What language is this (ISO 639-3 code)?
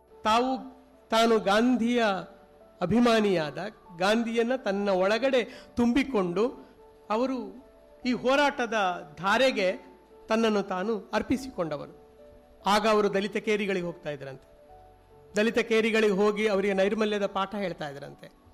kan